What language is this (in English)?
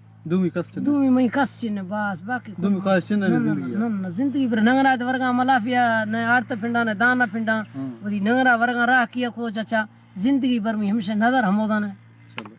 Baluchi